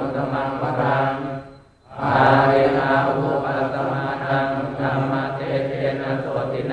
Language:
Pali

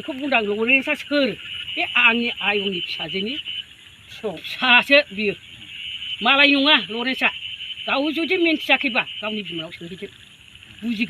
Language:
Bodo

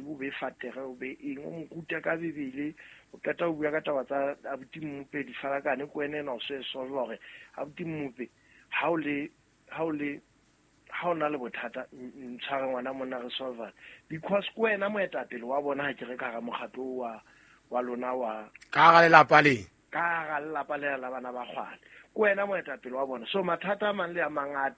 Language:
Southern Sotho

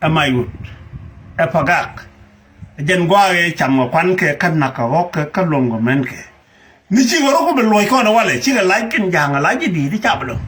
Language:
Nuer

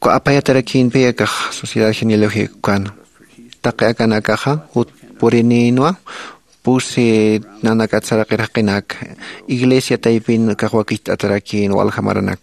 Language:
Aymara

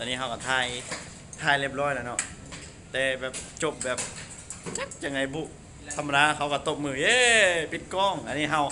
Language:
Lao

